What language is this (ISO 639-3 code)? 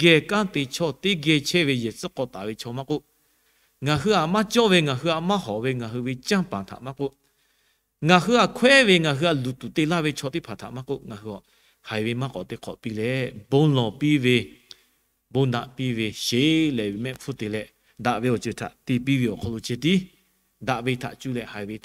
lhu